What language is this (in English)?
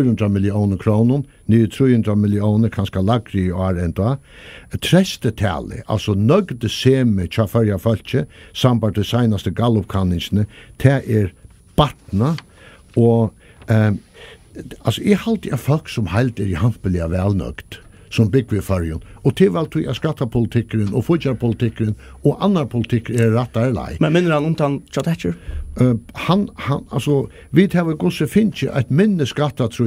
Faroese